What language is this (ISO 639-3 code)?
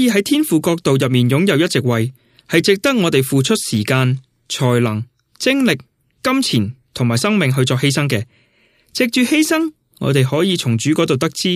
yue